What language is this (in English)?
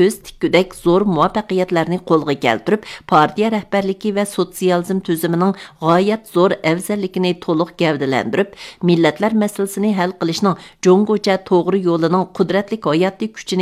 Uyghur